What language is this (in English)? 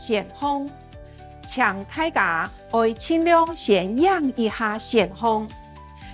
Hakka Chinese